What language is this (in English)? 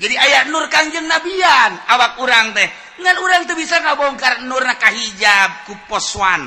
Sundanese